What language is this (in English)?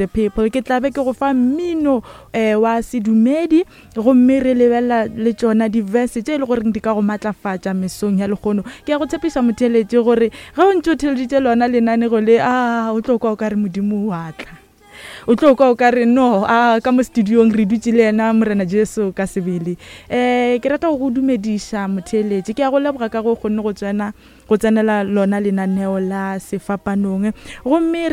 Northern Sotho